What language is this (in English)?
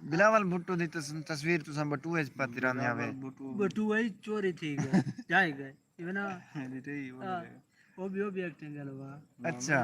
Saraiki